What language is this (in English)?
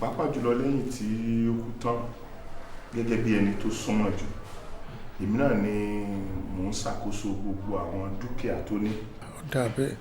Yoruba